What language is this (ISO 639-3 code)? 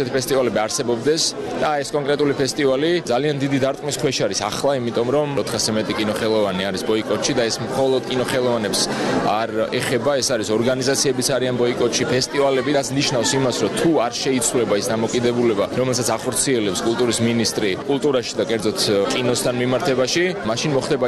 kat